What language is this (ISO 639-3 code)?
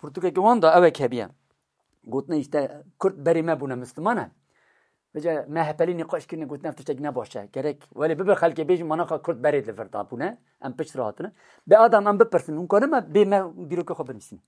kur